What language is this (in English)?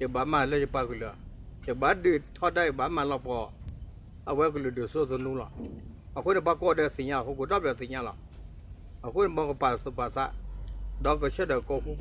S'gaw Karen